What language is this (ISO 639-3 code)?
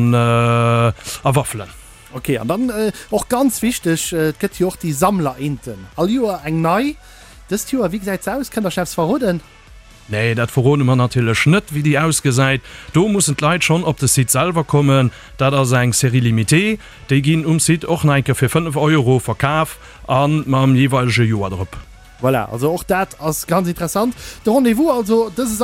ltz